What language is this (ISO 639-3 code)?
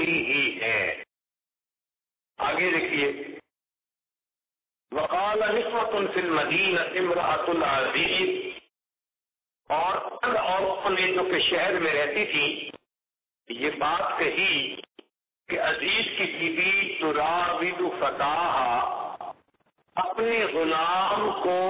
urd